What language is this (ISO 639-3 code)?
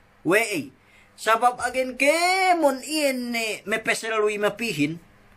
yka